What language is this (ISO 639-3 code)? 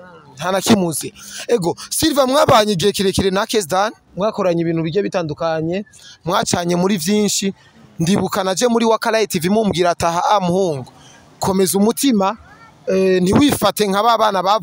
run